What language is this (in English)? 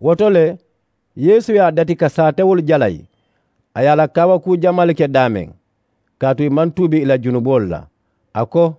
Mandingo